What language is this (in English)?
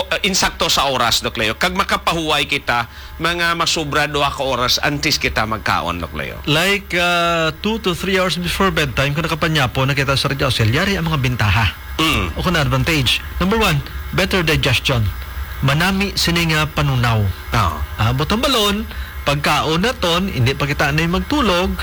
Hiligaynon